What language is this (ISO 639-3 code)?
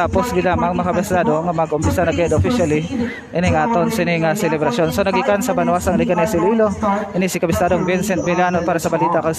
hil